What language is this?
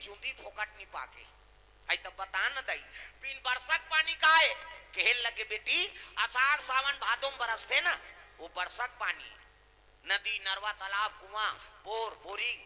Chhattisgarhi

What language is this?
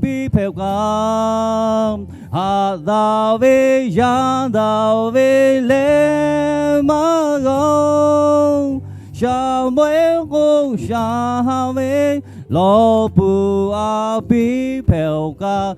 Lahu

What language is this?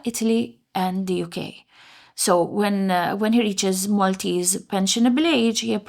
English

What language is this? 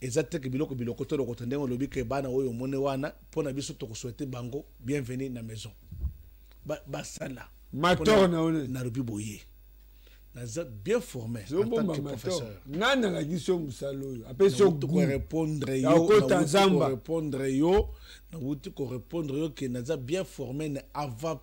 Lingala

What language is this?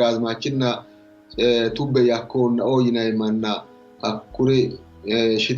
Sidamo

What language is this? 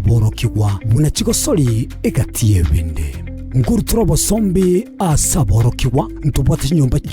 Gusii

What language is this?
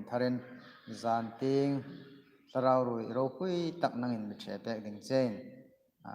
Hmar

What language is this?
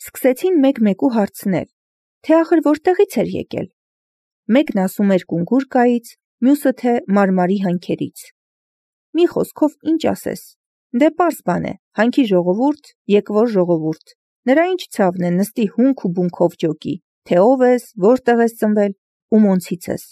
Armenian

